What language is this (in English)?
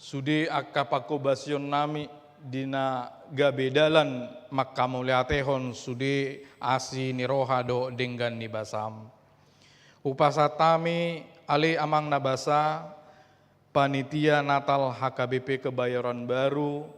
Batak Toba